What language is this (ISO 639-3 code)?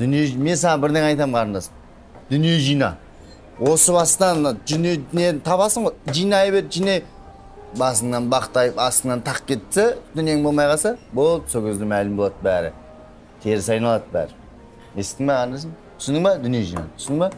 kaz